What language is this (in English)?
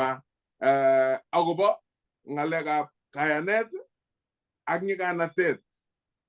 Kalenjin